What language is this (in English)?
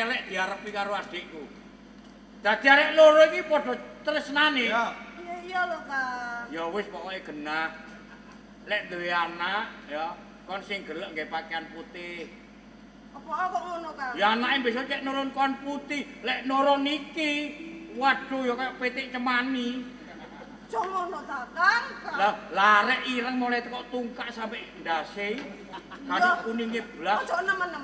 Javanese